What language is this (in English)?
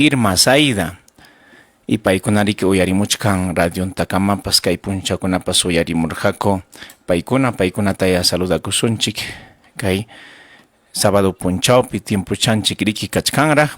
Ayacucho Quechua